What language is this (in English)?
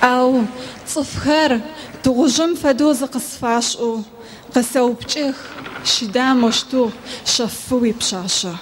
Adyghe